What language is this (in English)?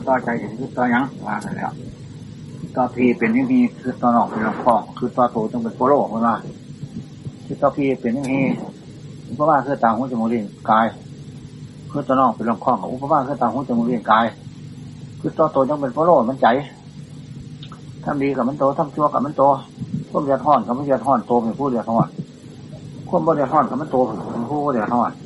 Thai